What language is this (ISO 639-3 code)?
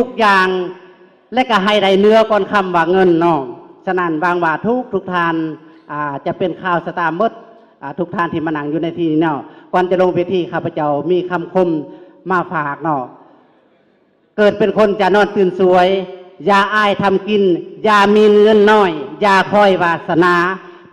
lao